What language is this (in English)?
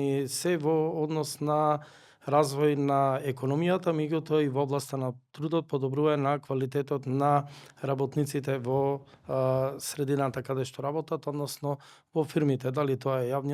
Macedonian